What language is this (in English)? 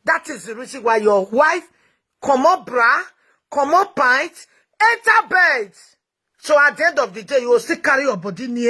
Nigerian Pidgin